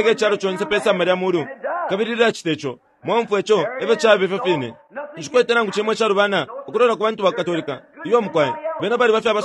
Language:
Bemba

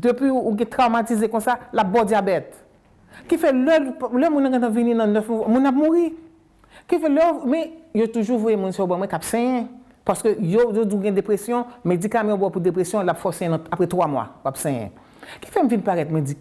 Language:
Haitian Creole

